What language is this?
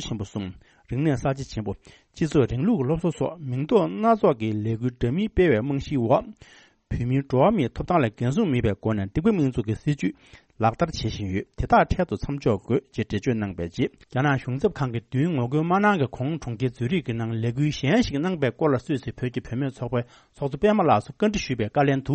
Tibetan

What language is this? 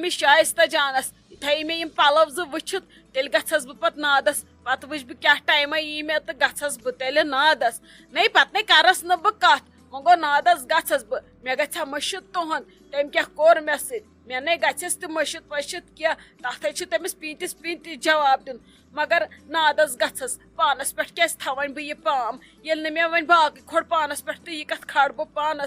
Kashmiri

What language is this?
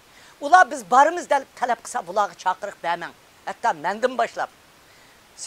Uyghur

